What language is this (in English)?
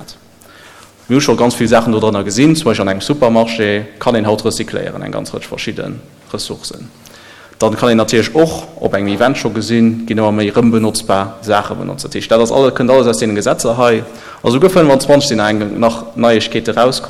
Luxembourgish